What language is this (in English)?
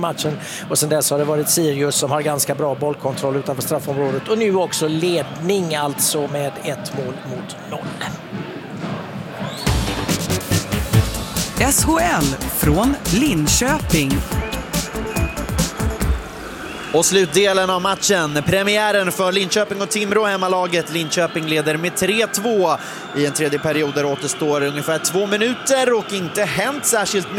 Swedish